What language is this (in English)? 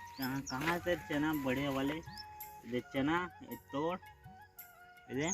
Chhattisgarhi